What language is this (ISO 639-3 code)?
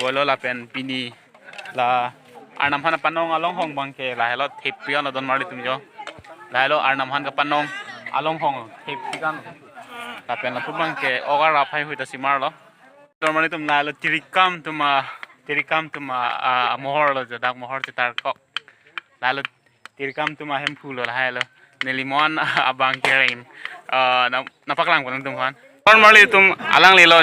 mjw